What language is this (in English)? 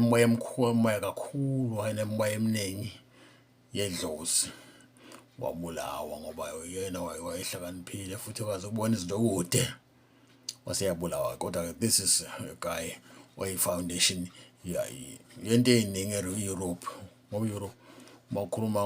Zulu